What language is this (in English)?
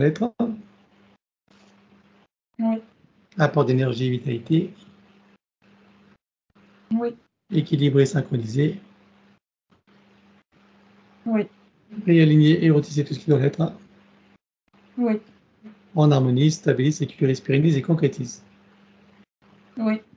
French